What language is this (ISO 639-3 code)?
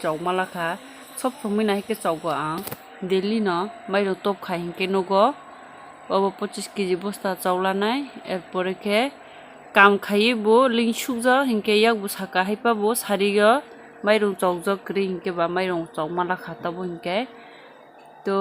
trp